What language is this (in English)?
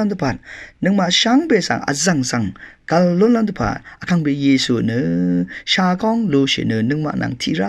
Rawang